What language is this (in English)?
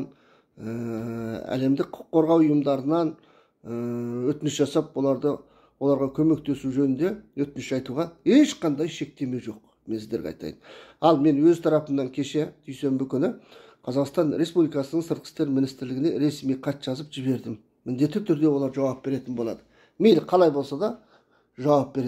Kazakh